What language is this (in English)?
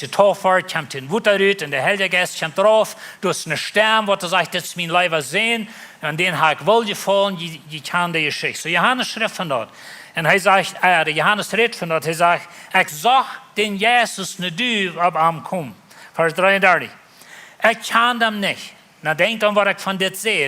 Plautdietsch